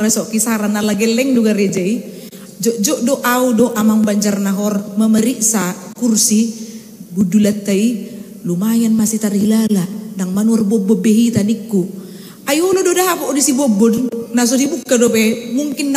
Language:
Batak Toba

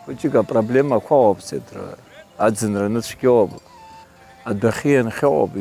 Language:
Abkhazian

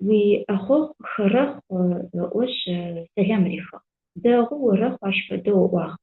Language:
Adyghe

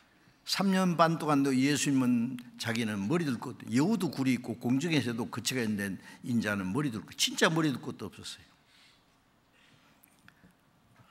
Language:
Korean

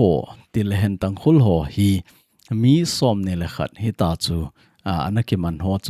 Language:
Thado Chin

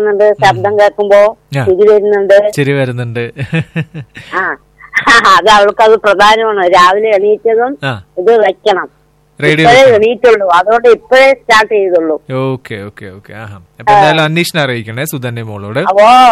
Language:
Malayalam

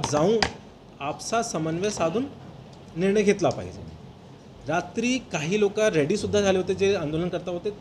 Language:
Marathi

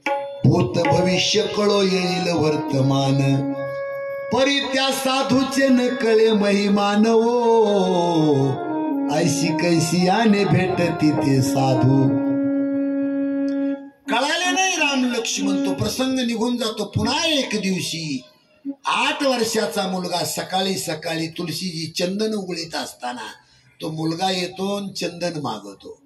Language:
Marathi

